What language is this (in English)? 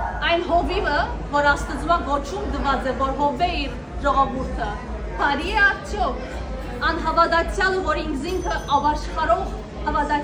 Western Armenian